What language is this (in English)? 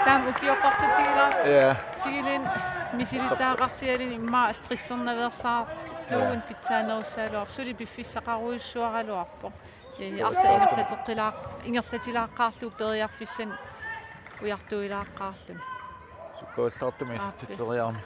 Kalaallisut